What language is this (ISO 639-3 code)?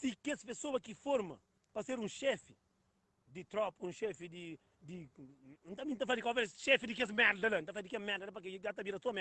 kea